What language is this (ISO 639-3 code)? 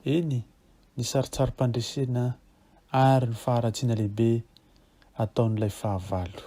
mlg